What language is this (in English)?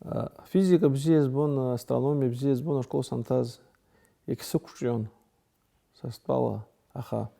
Abkhazian